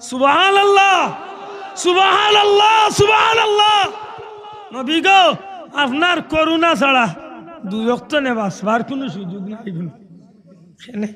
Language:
Sylheti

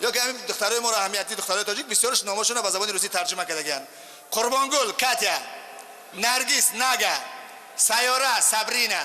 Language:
Tajik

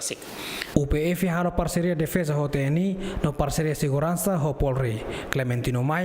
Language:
Tetum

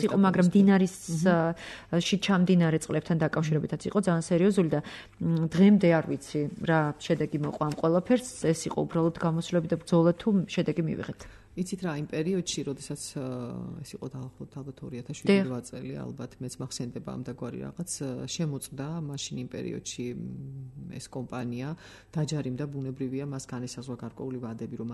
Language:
Georgian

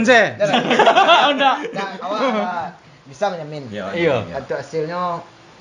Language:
Minangkabau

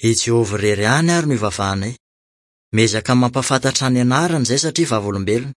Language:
Malagasy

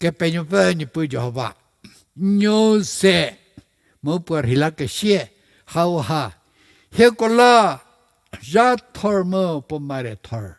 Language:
Angami Naga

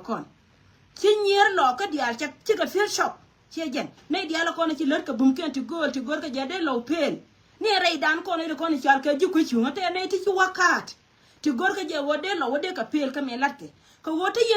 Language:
Nuer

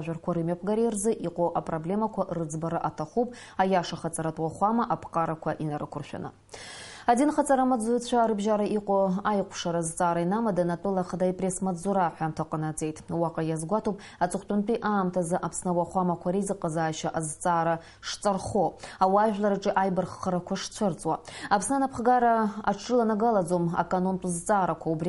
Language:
Abkhazian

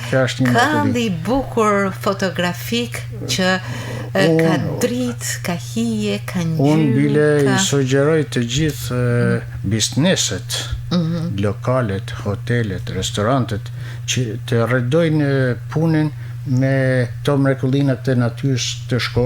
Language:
Albanian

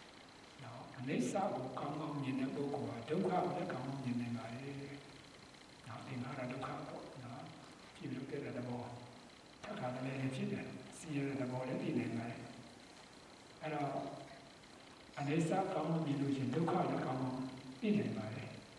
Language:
Burmese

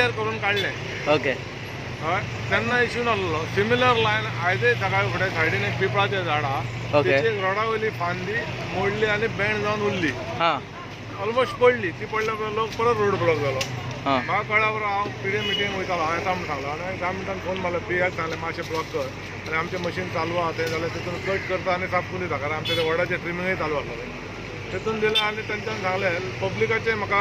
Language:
Konkani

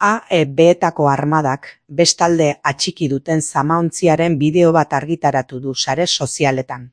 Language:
Basque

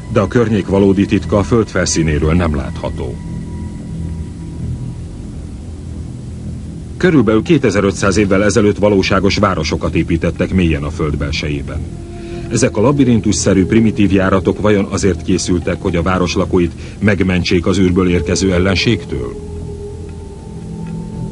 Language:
Hungarian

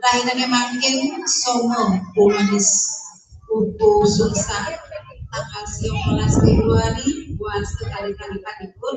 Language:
Balinese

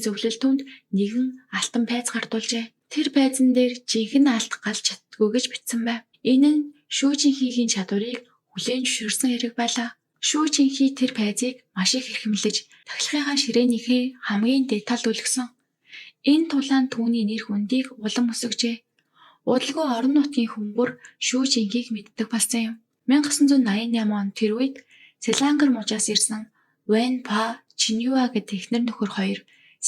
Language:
Mongolian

